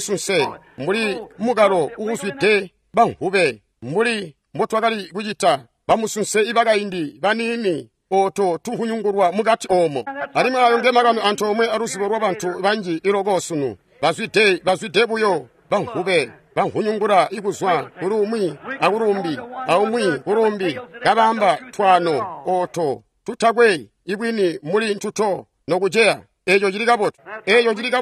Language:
Tonga (Zambia)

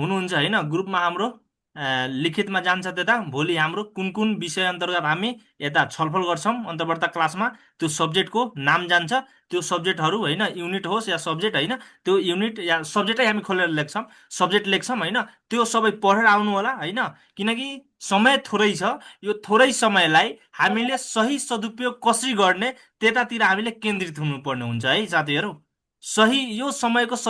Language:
Nepali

